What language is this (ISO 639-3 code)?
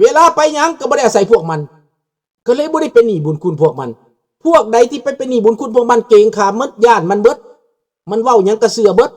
lao